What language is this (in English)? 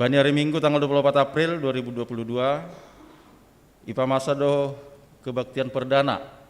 Batak Simalungun